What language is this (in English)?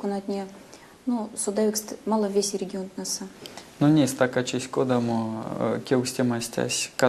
Erzya